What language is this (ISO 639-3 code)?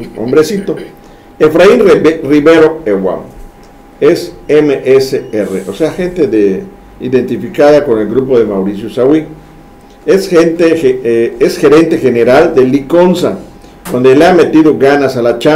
spa